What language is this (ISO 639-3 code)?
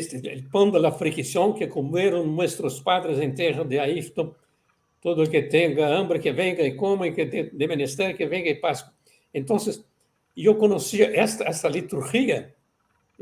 lad